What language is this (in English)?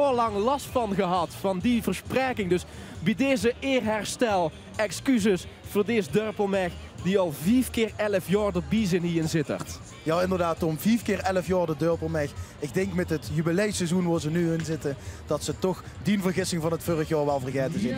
Limburgish